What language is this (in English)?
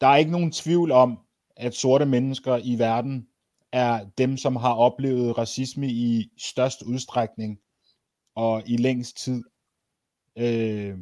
Danish